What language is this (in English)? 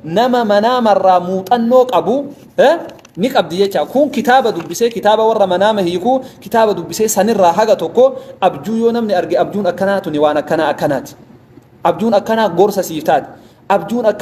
Oromo